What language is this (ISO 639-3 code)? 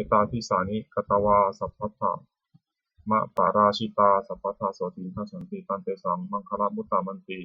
pli